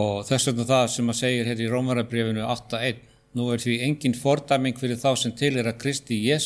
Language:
Icelandic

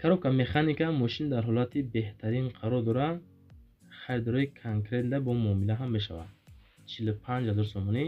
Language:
Tajik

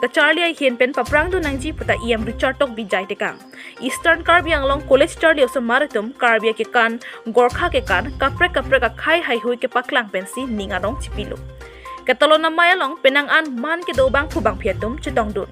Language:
Karbi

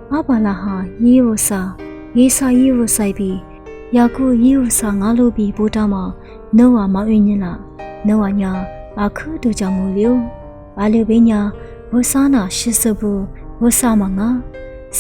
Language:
Lisu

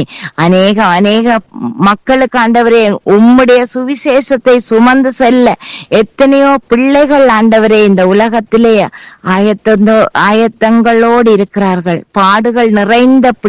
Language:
Tamil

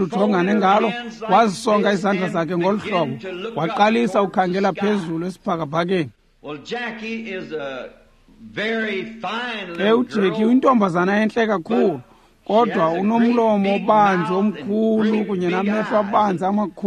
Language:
Xhosa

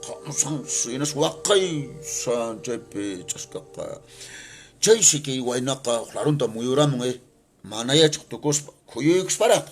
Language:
Quechua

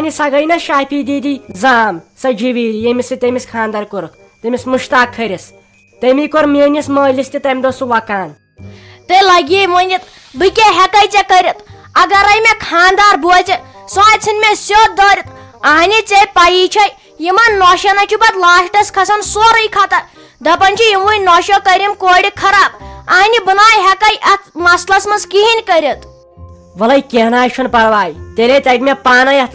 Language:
Kashmiri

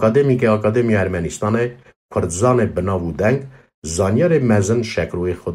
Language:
Kurdish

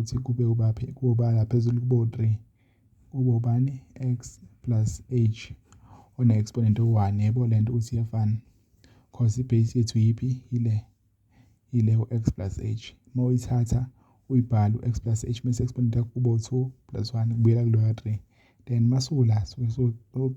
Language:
Zulu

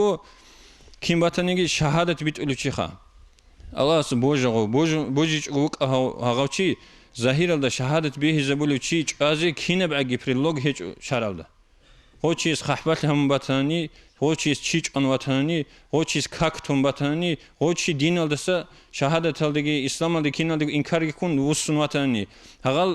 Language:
Avaric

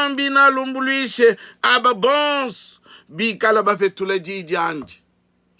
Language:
Luba-Lulua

